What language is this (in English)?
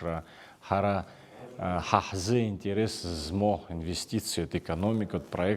Abkhazian